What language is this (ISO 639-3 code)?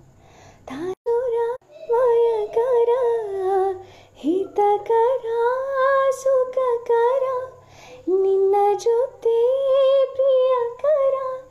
kan